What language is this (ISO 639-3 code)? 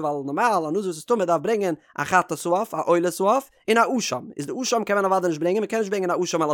yid